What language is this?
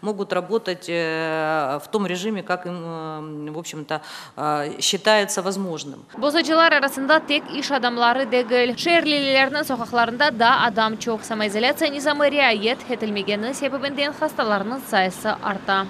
Crimean Tatar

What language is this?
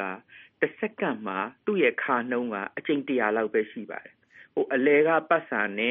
Burmese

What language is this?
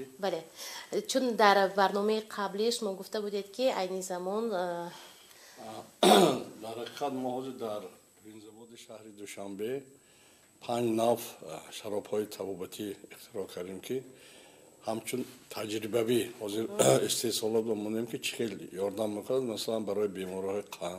Tajik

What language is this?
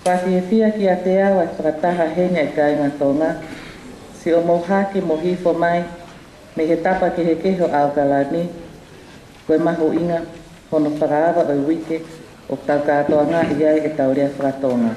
Tongan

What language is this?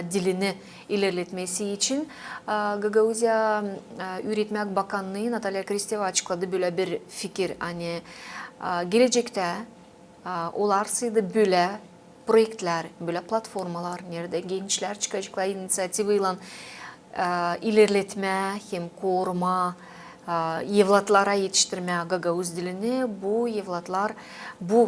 Gagauz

